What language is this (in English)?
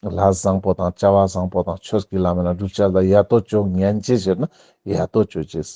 Ladakhi